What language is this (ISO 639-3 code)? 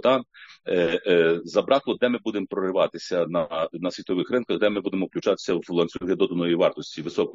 ukr